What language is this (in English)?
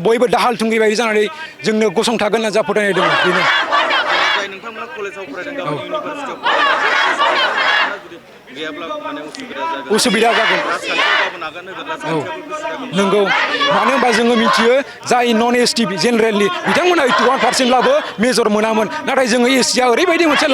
Bodo